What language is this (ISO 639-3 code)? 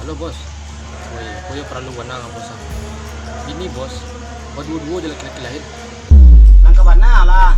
min